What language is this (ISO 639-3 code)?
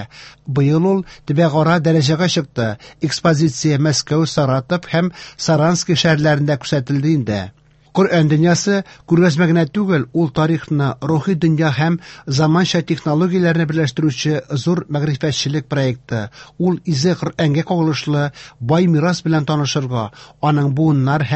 tat